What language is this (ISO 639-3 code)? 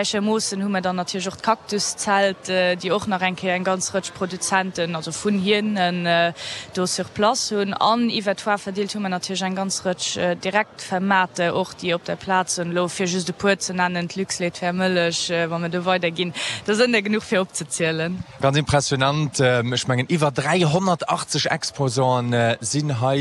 ltz